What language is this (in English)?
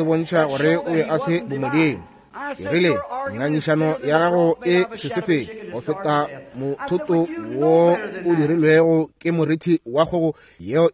Northern Sotho